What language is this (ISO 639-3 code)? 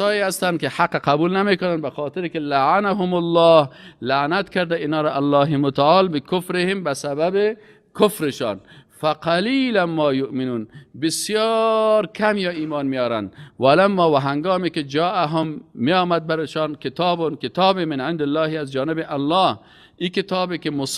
fas